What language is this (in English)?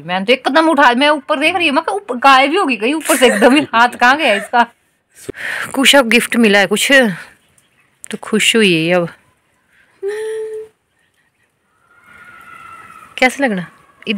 Hindi